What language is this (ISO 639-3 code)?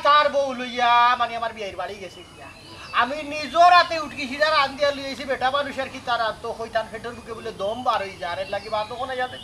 syl